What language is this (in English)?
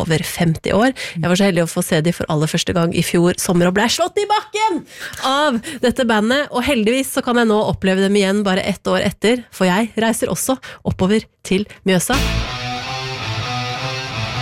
Norwegian